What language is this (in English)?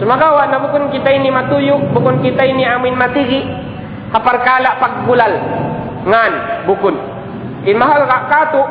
Tausug